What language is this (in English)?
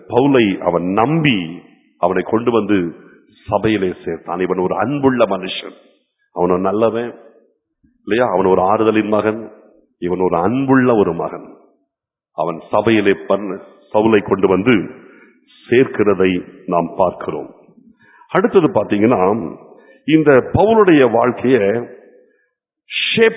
Tamil